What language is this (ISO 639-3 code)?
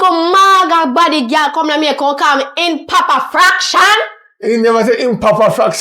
jam